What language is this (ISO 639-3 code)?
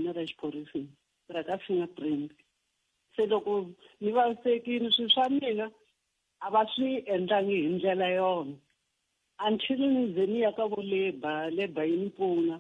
tso